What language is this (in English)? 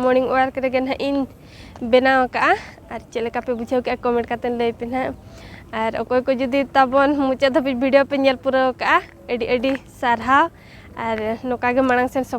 Santali